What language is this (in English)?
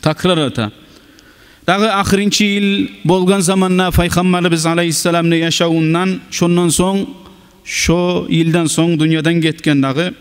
Kumyk